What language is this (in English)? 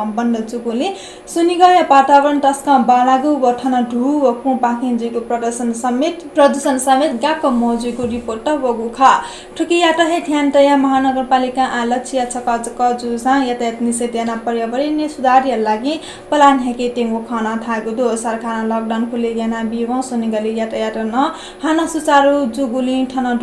Newari